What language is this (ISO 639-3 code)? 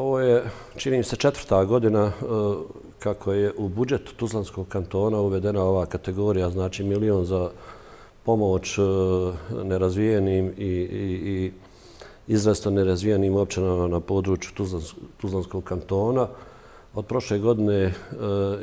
bos